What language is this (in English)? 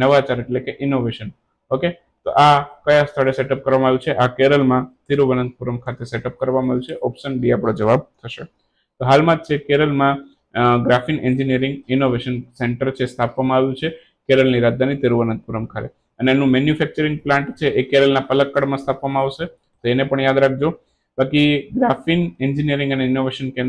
Gujarati